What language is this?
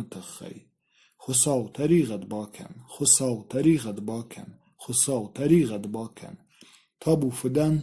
Ossetic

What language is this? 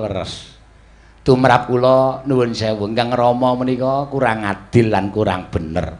Javanese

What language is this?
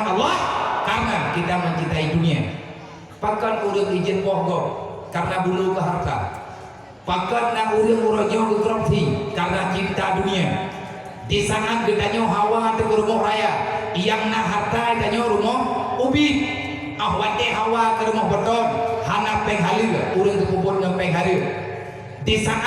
Achinese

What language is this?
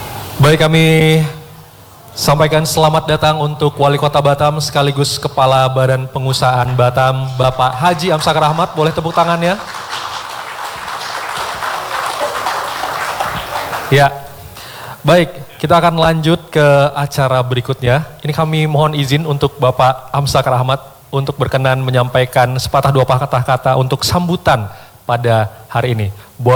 Indonesian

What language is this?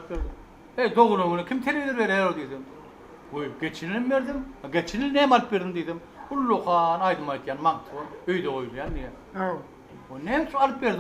Turkmen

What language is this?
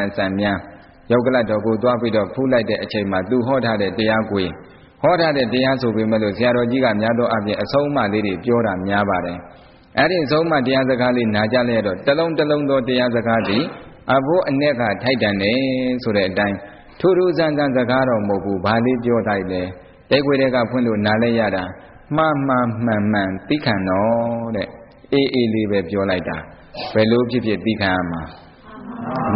Burmese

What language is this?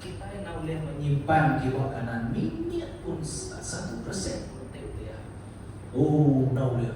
Iban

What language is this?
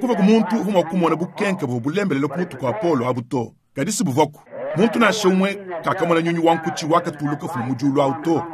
Luba-Lulua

